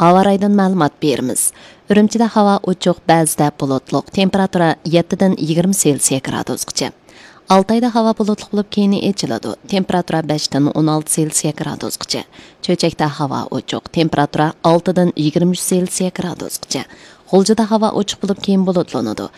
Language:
Uyghur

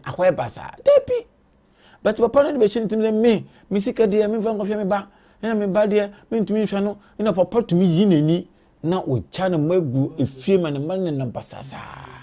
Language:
Akan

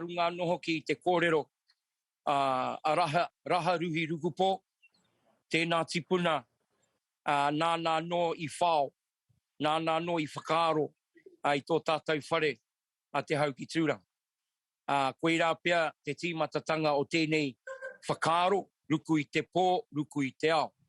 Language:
Māori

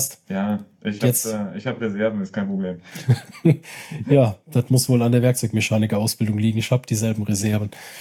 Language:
German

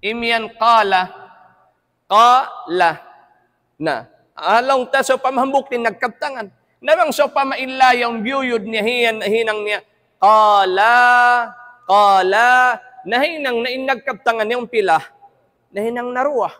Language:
Tausug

